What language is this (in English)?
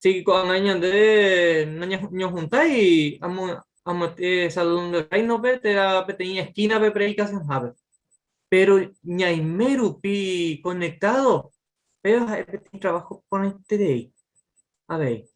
Guarani